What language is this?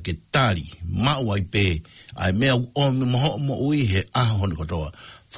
Tongan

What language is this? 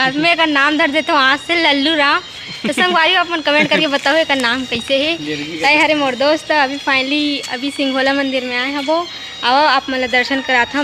Chhattisgarhi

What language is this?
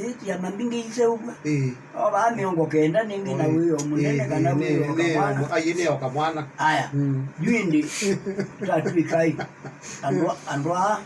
Kamba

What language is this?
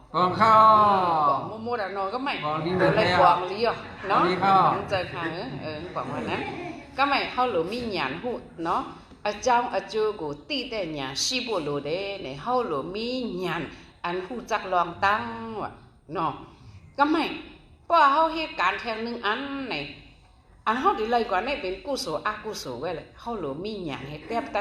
Shan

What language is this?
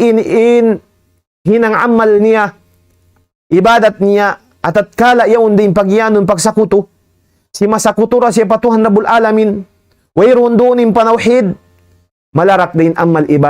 Tausug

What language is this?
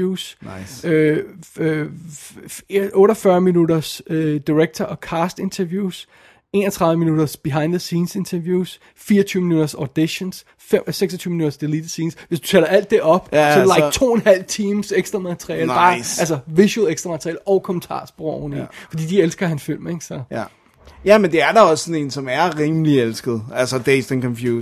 Danish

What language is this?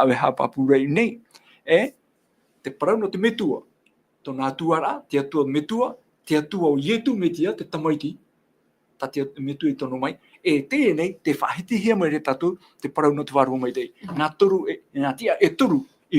Tahitian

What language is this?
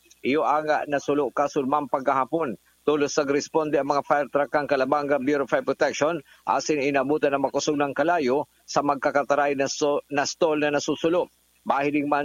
Bikol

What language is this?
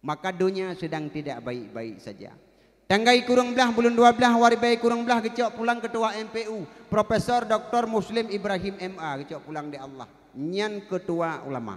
Achinese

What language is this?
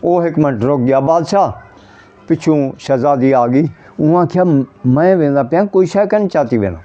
Saraiki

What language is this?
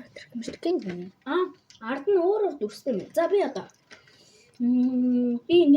Mongolian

